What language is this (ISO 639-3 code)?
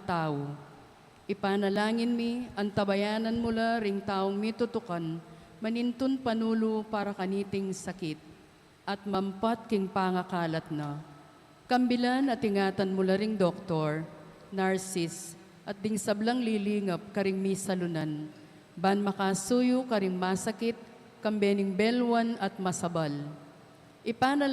pam